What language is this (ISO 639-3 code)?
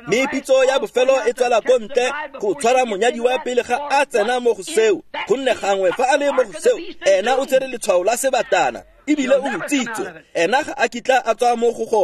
tsn